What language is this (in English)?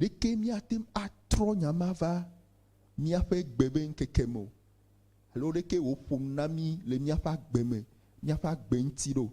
Ewe